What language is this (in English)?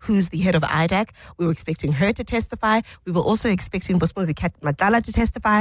English